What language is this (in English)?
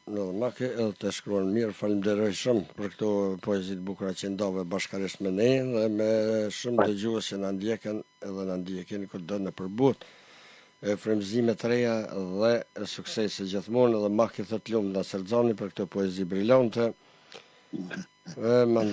Albanian